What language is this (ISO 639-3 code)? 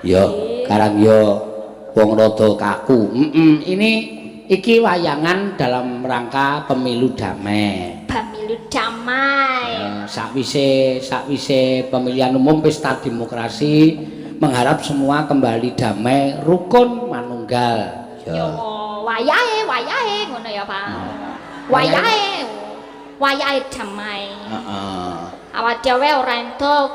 jav